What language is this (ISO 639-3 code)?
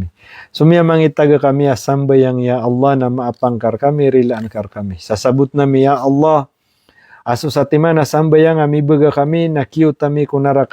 mrw